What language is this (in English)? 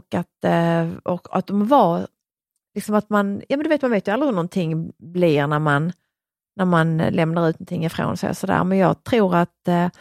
Swedish